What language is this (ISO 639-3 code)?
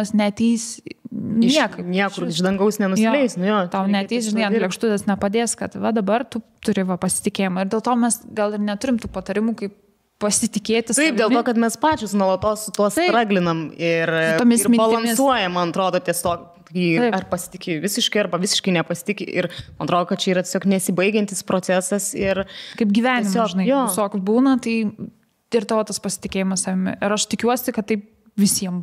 lit